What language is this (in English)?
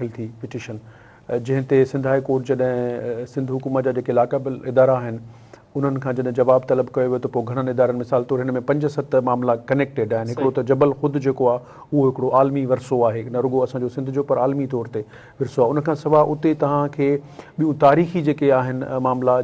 Sindhi